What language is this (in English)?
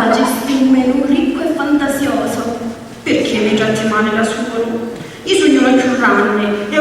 Sicilian